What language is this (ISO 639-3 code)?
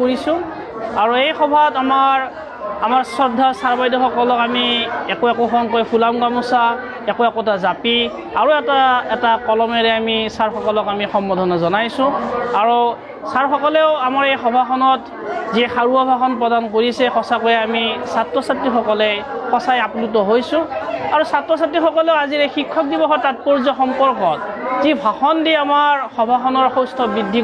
asm